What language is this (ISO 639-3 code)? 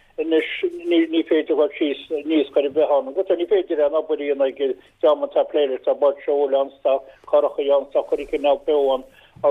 gle